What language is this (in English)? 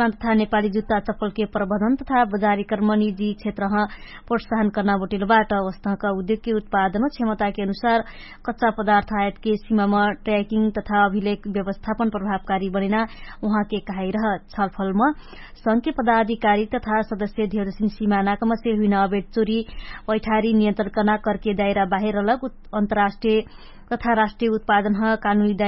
Dangaura Tharu